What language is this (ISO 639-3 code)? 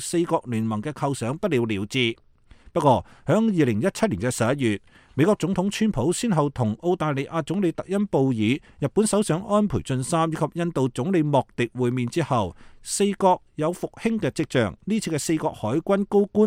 yue